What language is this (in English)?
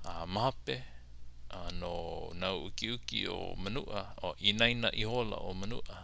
Hawaiian